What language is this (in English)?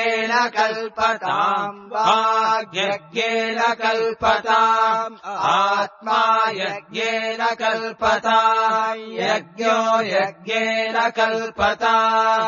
Sanskrit